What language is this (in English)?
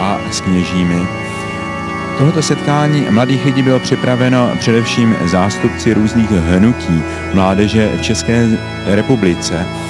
Czech